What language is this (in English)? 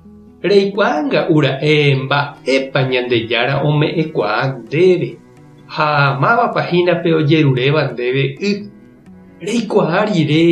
Guarani